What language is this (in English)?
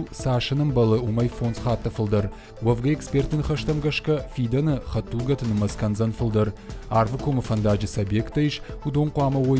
Ossetic